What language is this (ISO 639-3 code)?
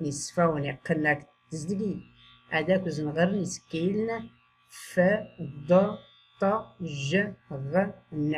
shi